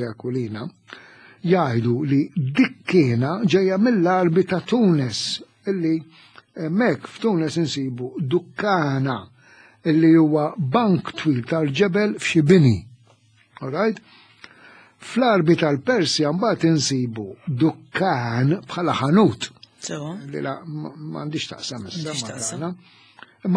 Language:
Maltese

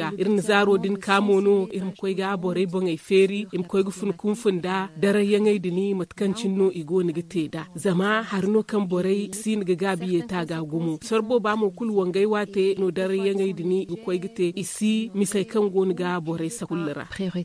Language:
Zarma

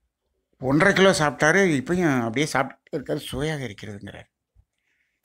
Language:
Tamil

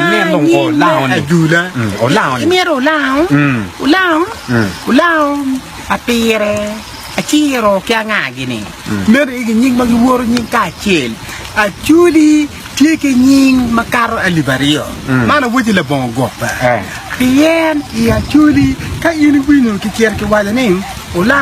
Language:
Acoli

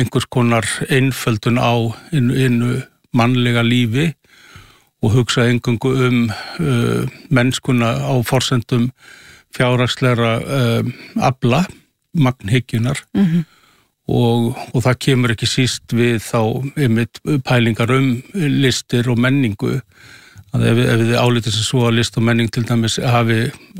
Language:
Icelandic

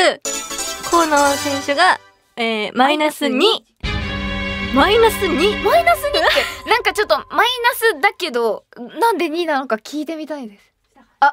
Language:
Japanese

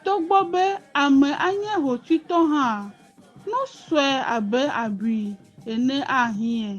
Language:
Ewe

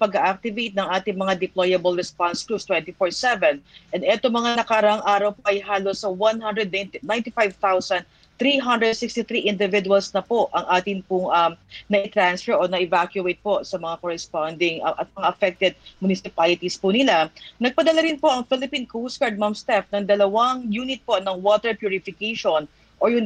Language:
Filipino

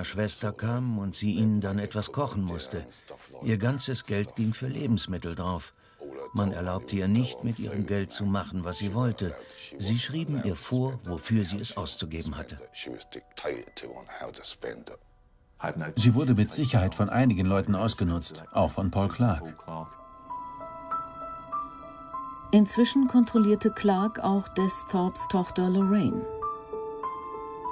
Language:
German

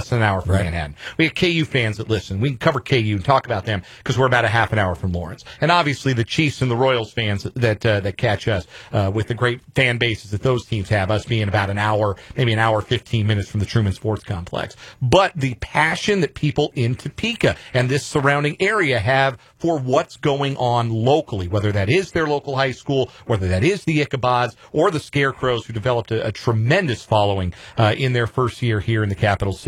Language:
English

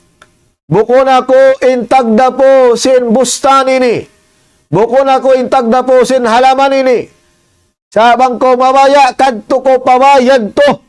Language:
Tausug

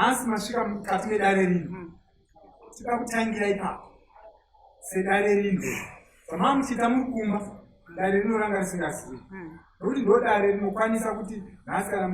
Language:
Shona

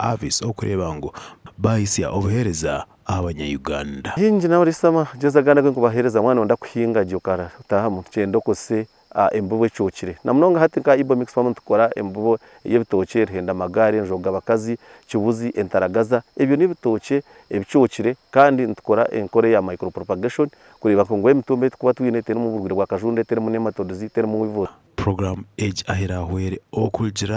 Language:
Nyankole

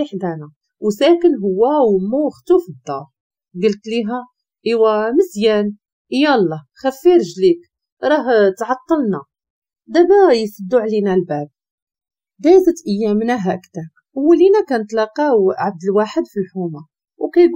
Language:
Moroccan Arabic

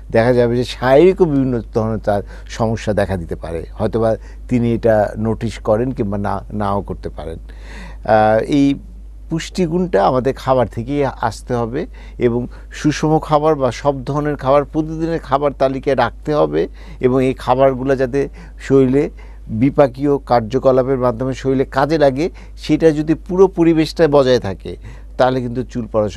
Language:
Bangla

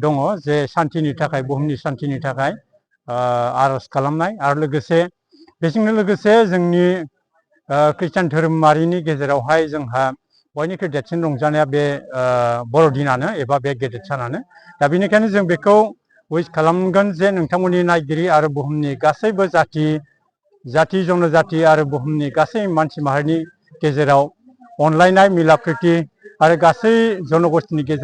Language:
Bodo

